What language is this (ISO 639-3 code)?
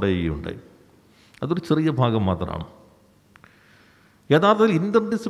mal